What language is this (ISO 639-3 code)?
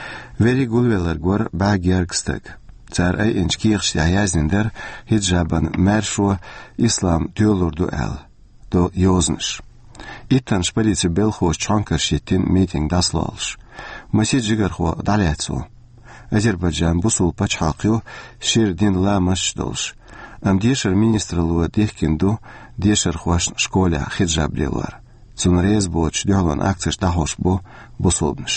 che